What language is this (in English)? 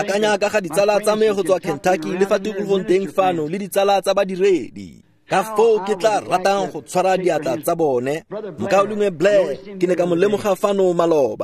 Tswana